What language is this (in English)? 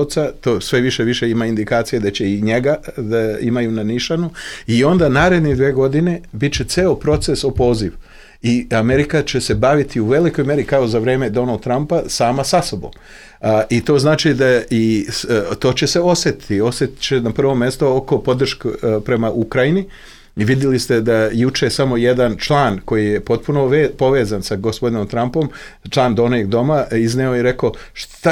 Serbian